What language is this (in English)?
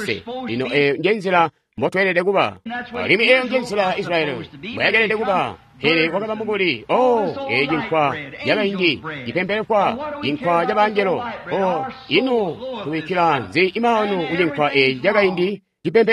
Tonga (Zambia)